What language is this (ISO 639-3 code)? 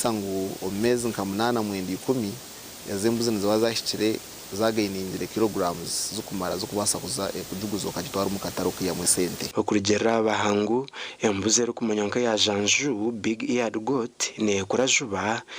nyn